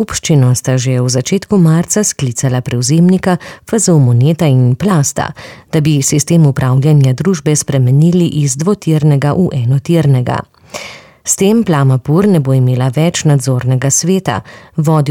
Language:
Slovenian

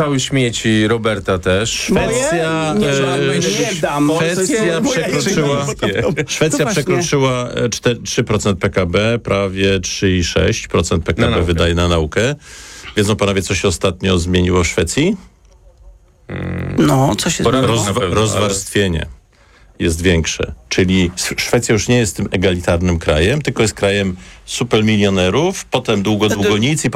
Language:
Polish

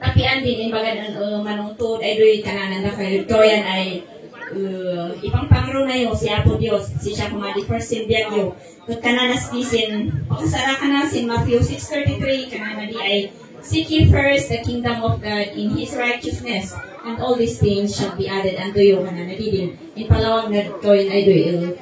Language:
Kankanaey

